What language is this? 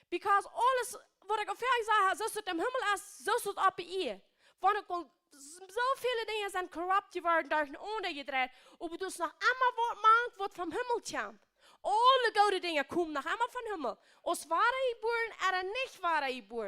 Plautdietsch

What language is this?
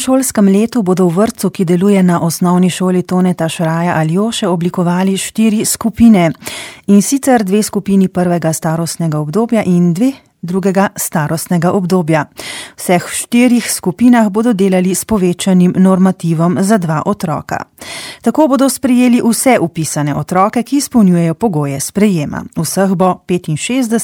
Slovenian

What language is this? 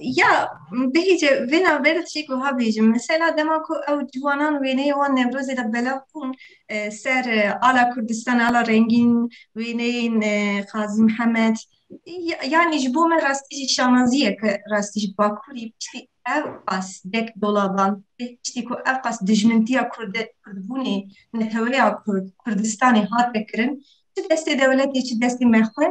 Kurdish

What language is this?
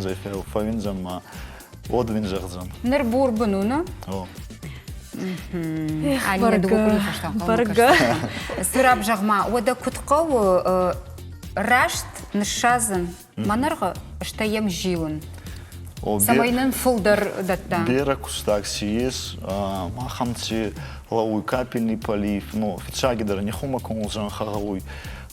Ossetic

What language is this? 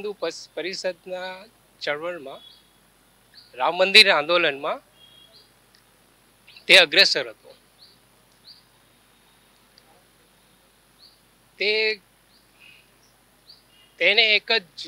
Gujarati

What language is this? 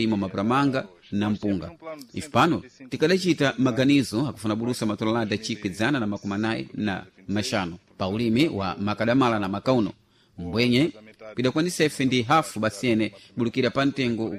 Sena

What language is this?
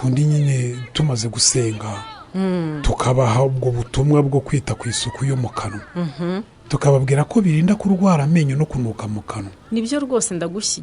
Kinyarwanda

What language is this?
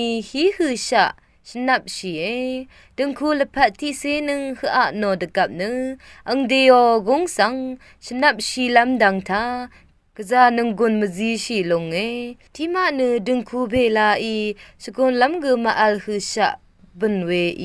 Rawang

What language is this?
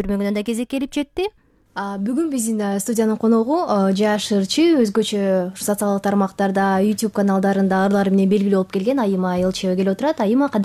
Kyrgyz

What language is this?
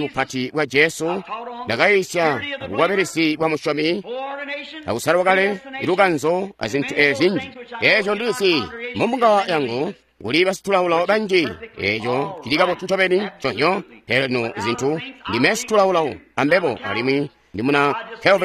Tonga (Zambia)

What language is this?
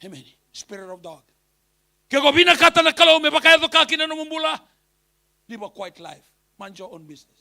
Fijian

